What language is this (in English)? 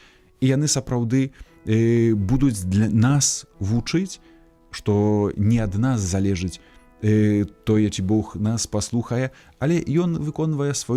Belarusian